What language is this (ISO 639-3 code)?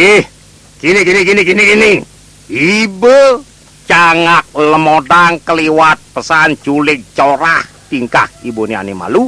ban